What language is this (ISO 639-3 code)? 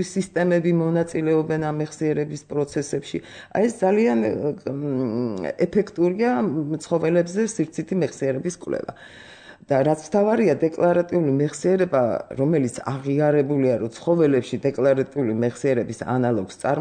kat